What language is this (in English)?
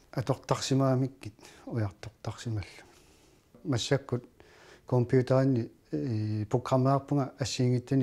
Kalaallisut